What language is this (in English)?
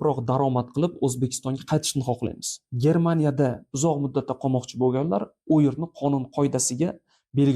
Uzbek